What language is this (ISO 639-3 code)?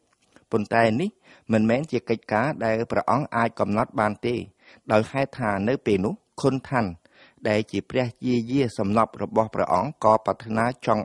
khm